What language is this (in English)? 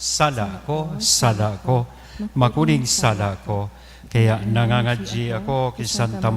Bikol